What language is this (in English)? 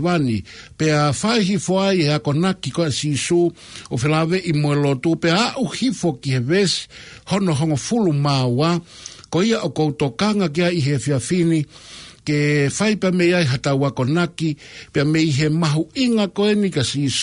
Tongan